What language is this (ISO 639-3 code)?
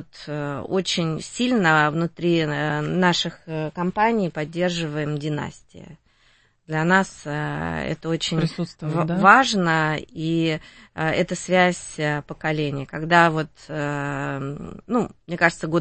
rus